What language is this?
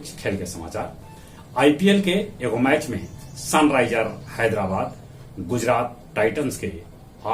Magahi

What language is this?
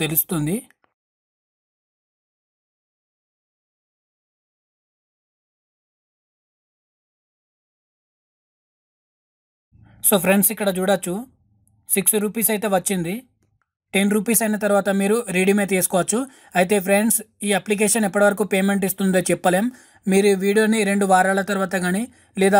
Telugu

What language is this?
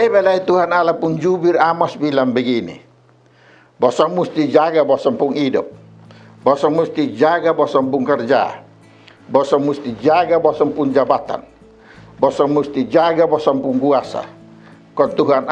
Kupang Malay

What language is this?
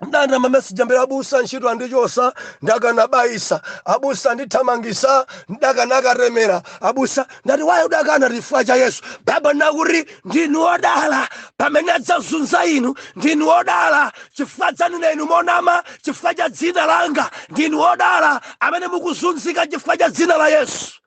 Nyanja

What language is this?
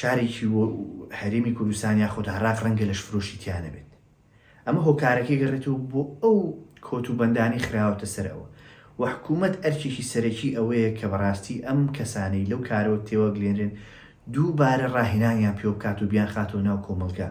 Central Kurdish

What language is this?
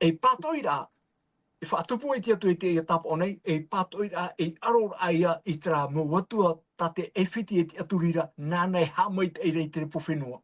Tahitian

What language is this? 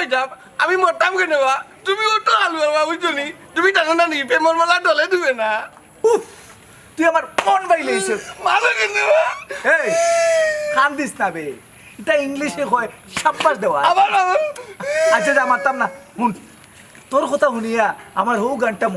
Sylheti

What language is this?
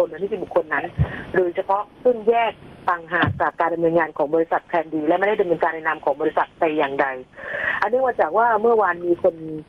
Thai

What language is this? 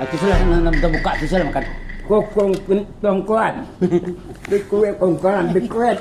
Minangkabau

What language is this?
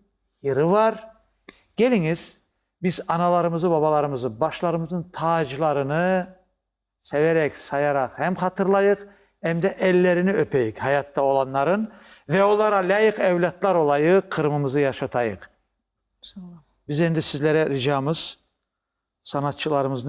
Crimean Tatar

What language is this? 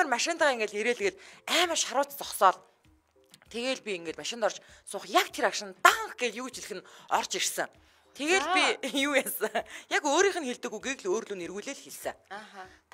Mongolian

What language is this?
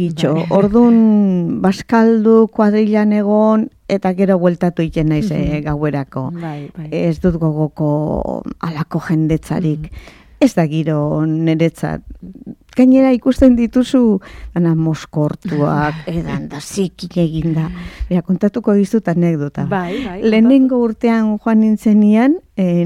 Basque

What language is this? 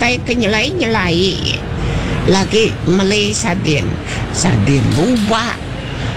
Iban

